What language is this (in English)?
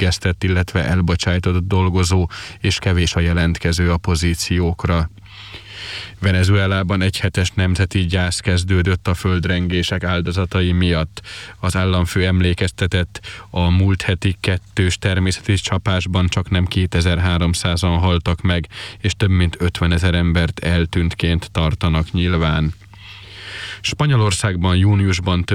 Hungarian